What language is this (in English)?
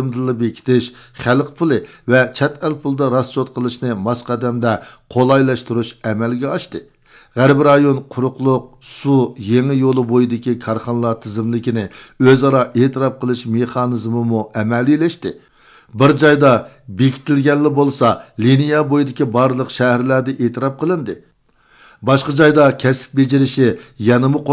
Uyghur